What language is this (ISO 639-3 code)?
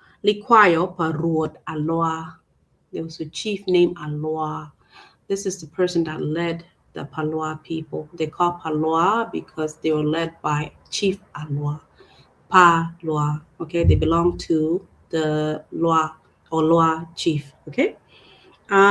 ach